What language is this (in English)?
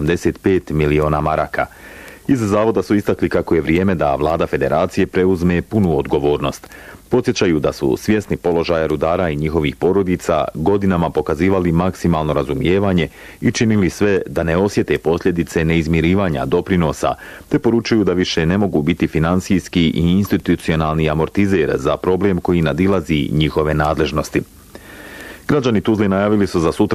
Bosnian